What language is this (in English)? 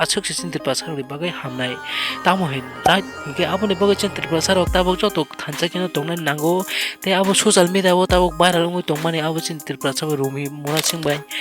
Kok Borok